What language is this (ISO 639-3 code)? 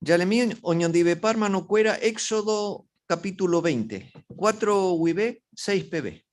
grn